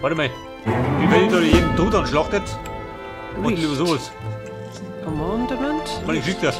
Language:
Bavarian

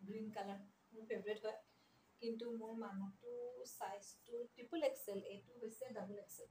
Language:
Assamese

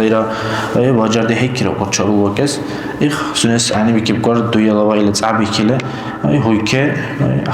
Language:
Dargwa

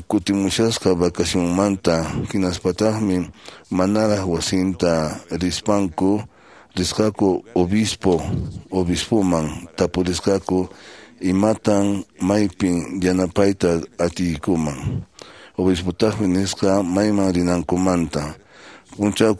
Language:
Quechua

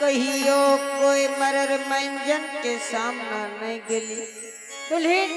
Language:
Angika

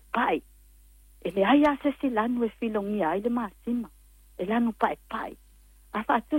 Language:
Samoan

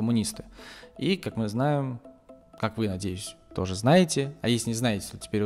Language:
Russian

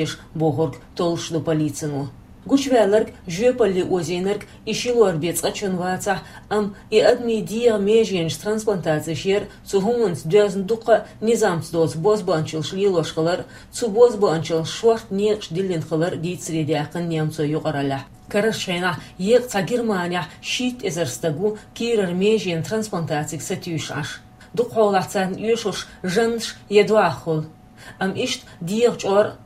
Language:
Chechen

